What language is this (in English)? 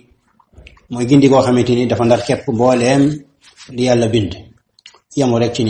Wolof